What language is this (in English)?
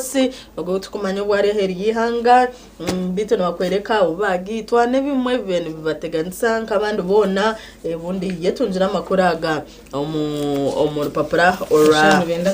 Nyankole